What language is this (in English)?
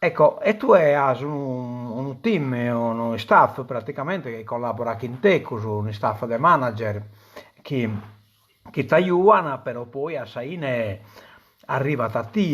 Sardinian